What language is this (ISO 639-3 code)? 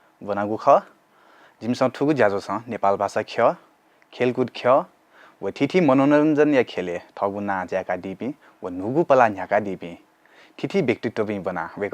new